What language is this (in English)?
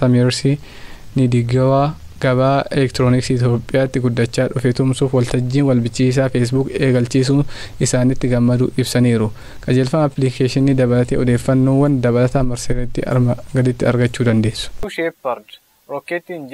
Oromo